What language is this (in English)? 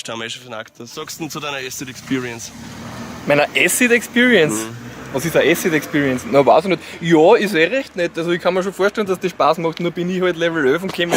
Bavarian